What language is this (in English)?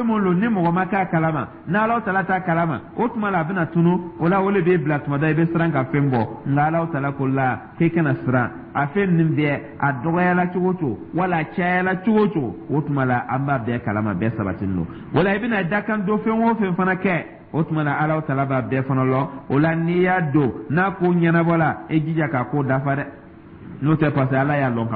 Dyula